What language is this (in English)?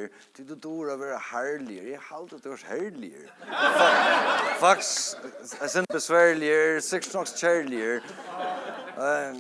Faroese